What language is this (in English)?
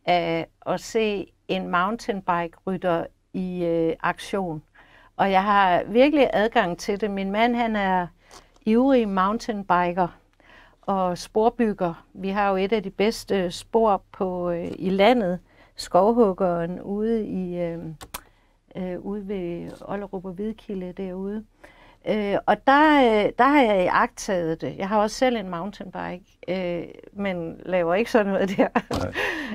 Danish